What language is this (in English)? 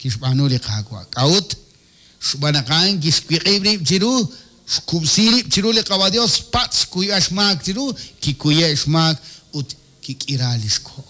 Kekchí